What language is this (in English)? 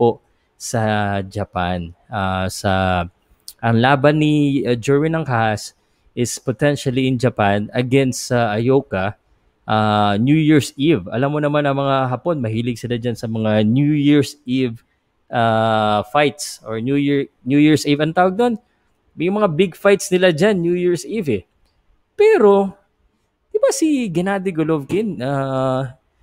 Filipino